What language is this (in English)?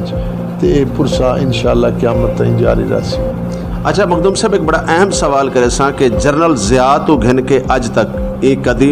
Saraiki